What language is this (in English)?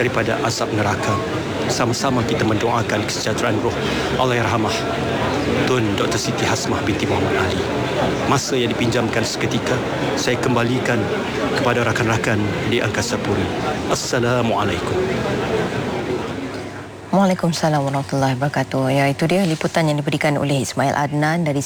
Malay